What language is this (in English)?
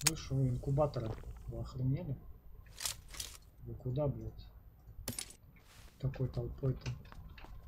Russian